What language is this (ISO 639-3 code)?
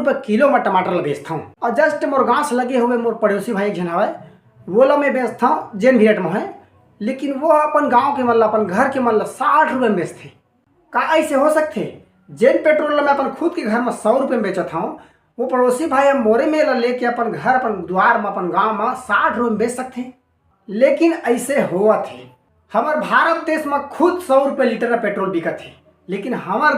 hne